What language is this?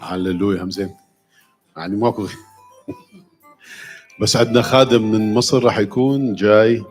Mesopotamian Arabic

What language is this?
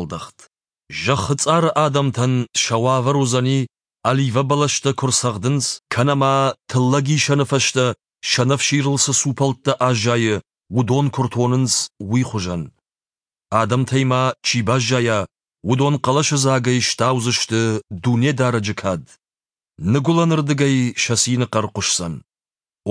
Ossetic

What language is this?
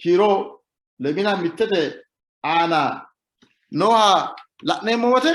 Sidamo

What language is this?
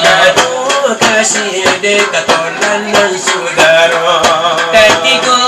Minangkabau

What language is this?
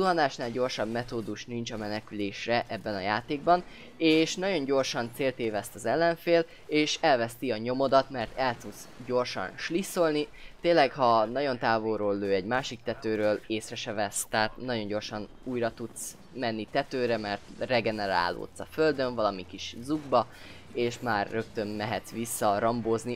Hungarian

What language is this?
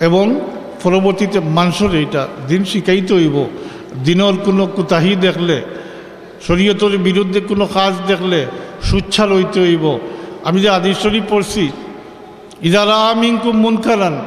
Sylheti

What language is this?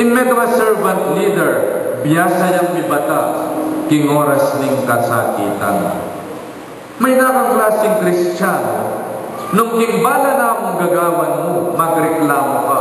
Pampanga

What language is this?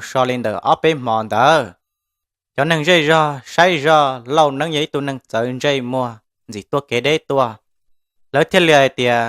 Hmong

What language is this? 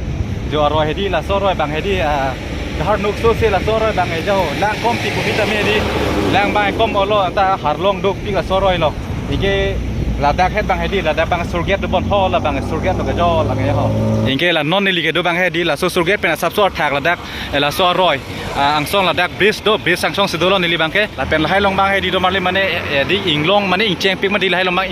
Karbi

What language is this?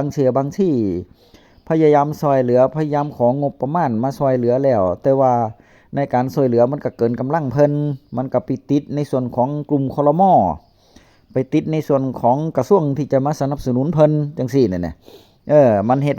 Northeastern Thai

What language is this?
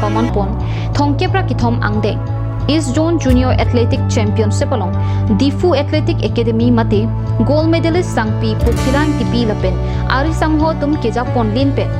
Karbi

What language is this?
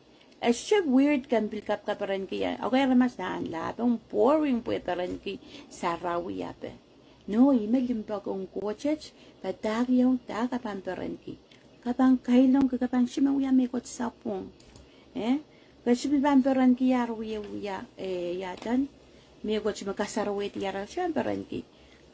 Pohnpeian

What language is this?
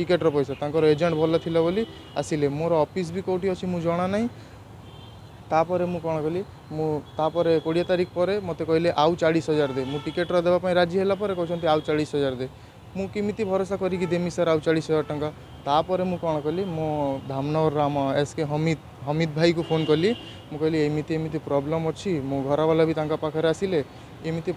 Odia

